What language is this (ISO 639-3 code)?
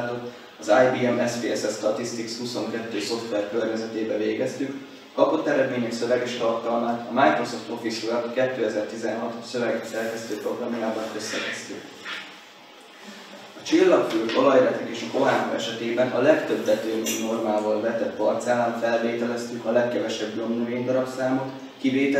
hun